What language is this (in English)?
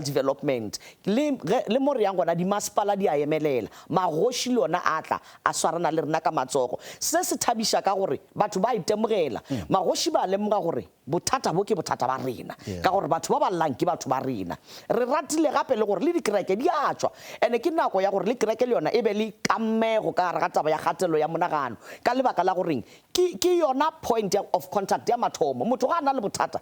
Northern Sotho